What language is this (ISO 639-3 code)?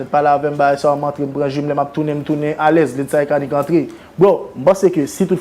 hat